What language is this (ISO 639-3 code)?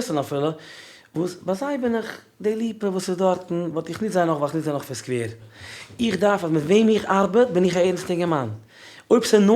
yid